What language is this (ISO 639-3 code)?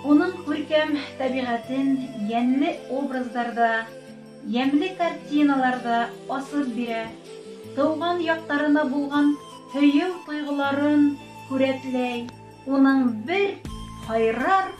bak